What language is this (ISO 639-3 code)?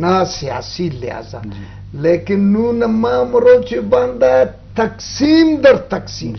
bgp